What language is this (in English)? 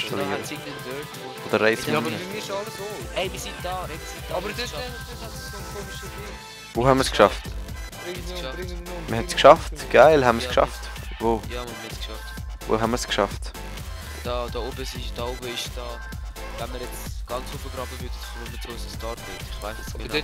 Swiss German